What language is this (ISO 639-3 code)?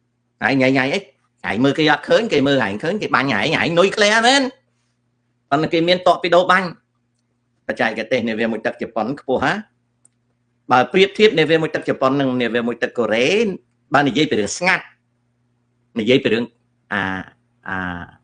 khm